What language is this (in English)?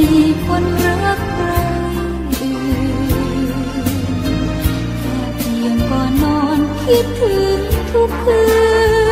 Thai